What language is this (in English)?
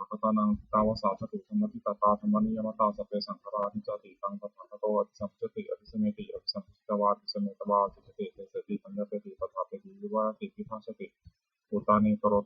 Pali